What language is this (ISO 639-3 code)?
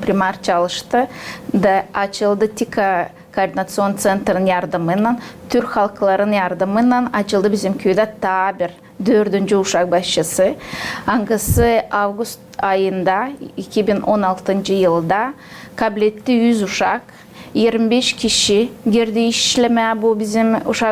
gag